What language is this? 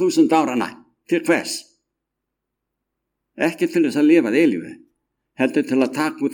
Icelandic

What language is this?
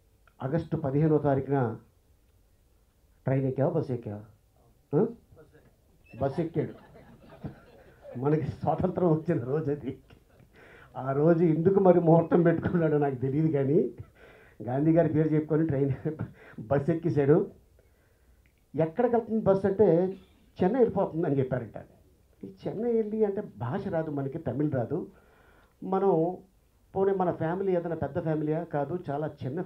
Telugu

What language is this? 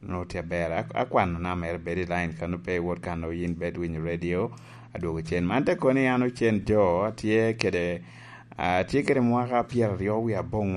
Lango (Uganda)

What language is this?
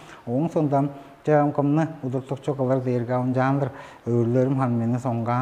Tuvinian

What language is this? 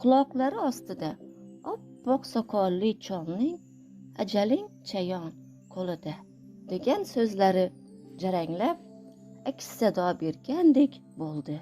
Uzbek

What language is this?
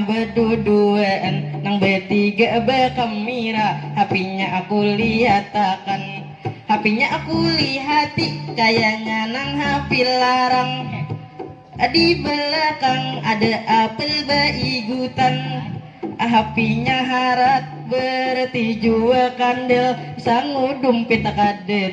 Banjar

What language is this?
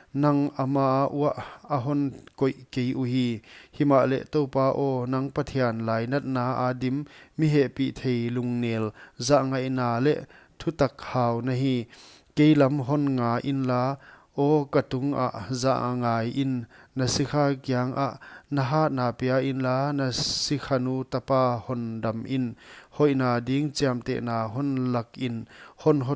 Paite Chin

